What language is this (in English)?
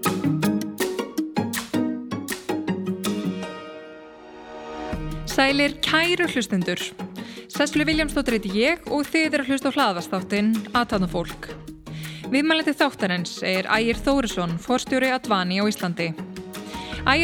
Icelandic